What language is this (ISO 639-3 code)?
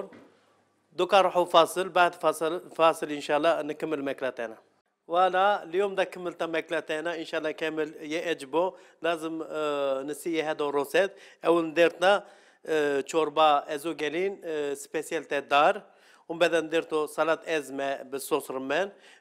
arq